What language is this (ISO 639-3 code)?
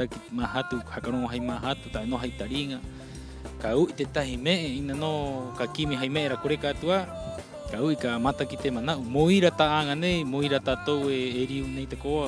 rap